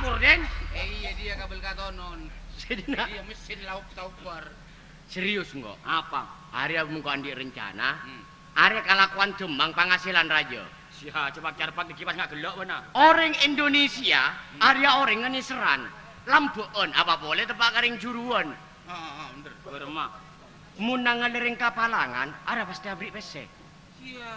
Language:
Madurese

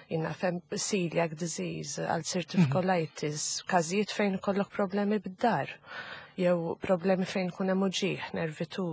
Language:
Maltese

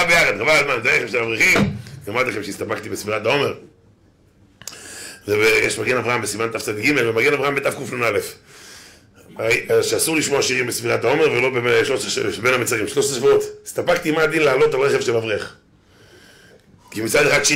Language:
Hebrew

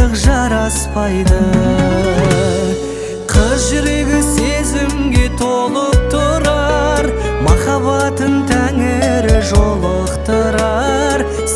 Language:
Kazakh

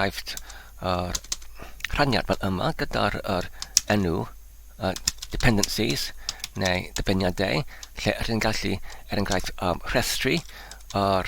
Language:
Welsh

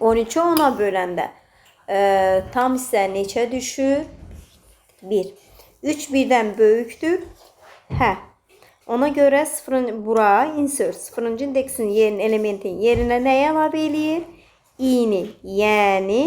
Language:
Azerbaijani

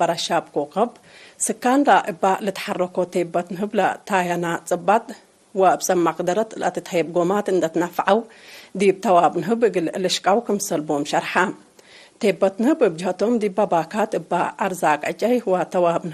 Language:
Tigre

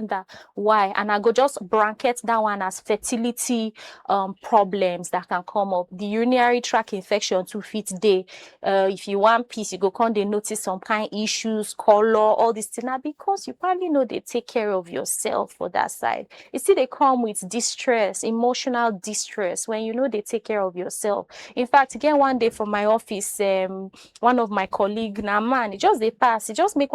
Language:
Nigerian Pidgin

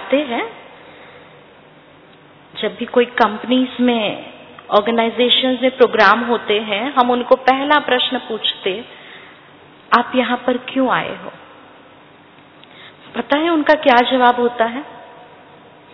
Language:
Hindi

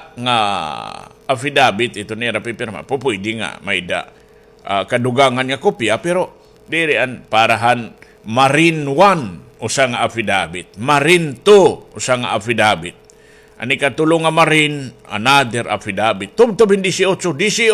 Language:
Waray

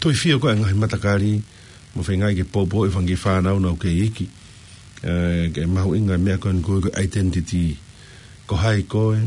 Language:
Tongan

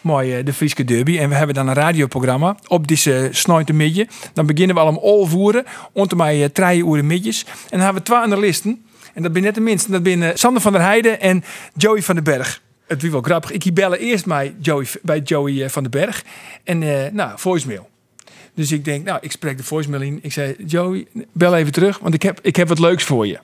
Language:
Western Frisian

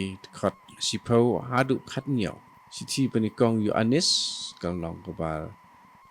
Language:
Khasi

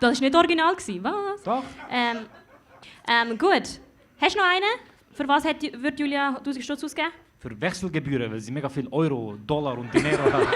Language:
Swiss German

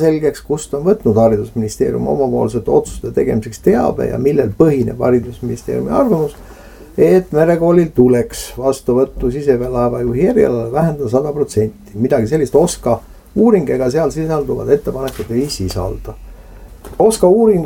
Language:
Estonian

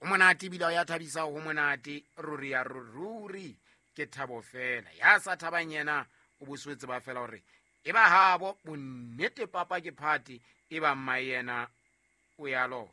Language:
Southern Sotho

